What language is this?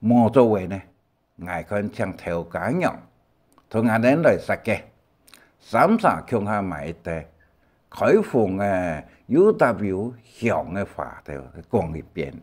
Hakka Chinese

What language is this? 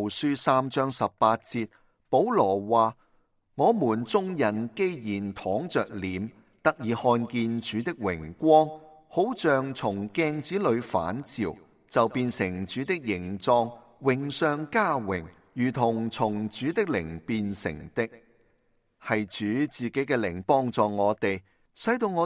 Cantonese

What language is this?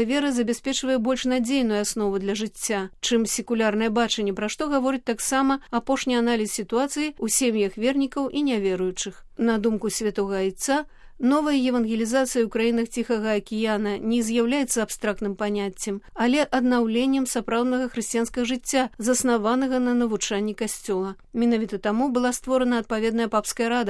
Belarusian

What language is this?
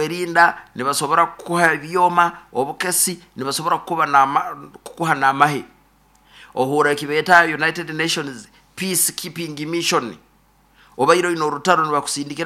Nyoro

